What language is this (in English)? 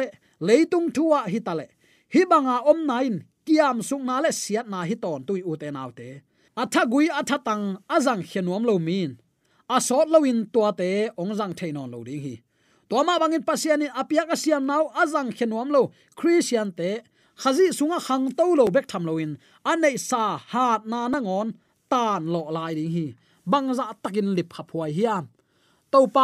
Tedim Chin